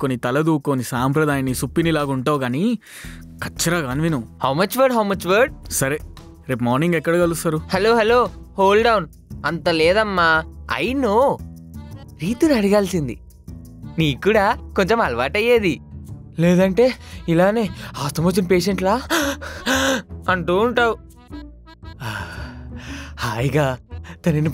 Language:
Telugu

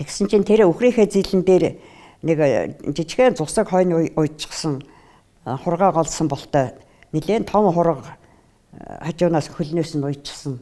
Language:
Mongolian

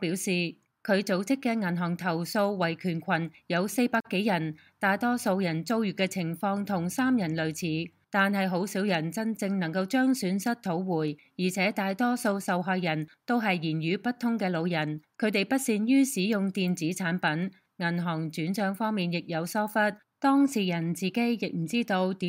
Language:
Cantonese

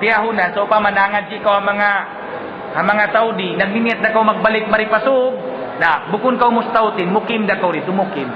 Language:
Tausug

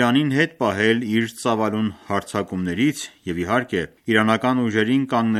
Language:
Armenian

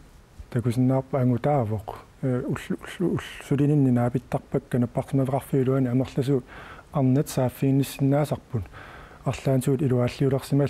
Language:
Kalaallisut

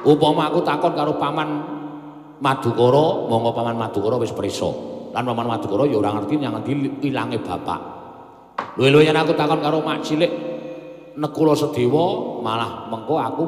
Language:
Javanese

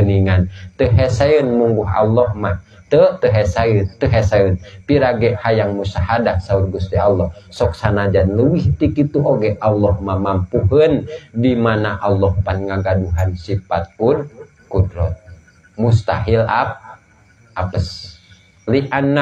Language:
Sundanese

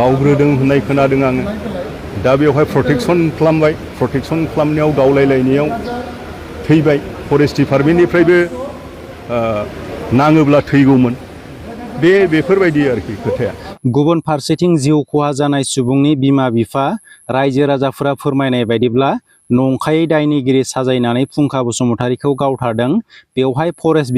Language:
Bodo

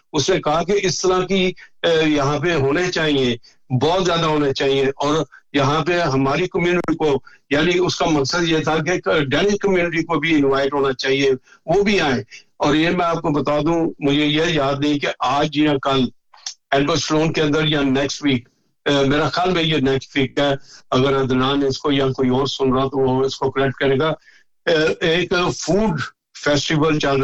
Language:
Urdu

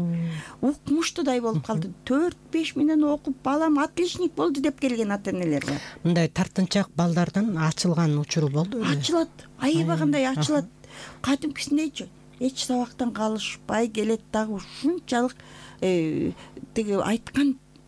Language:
Kyrgyz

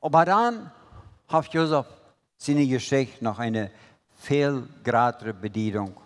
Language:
Plautdietsch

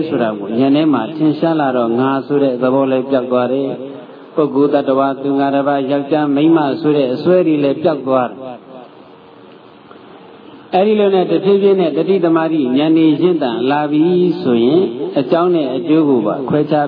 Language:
Burmese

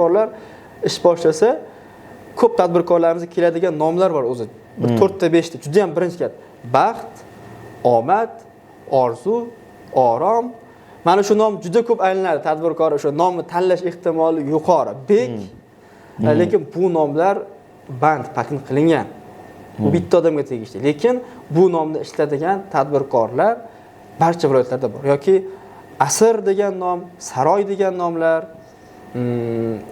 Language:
Uzbek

